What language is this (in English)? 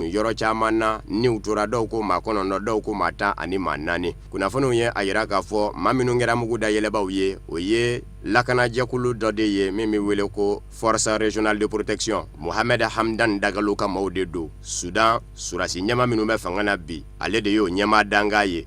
Bambara